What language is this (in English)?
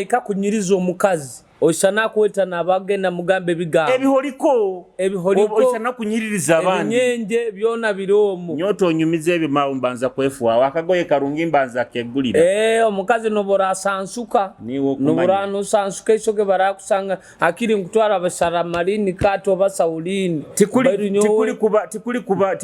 Nyoro